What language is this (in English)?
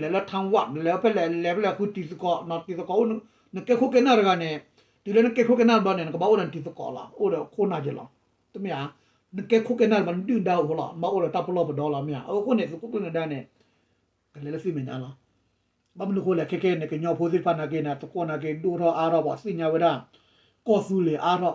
S'gaw Karen